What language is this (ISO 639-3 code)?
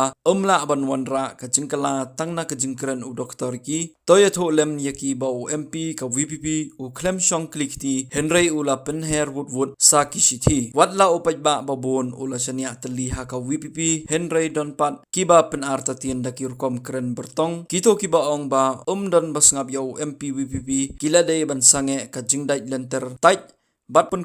kha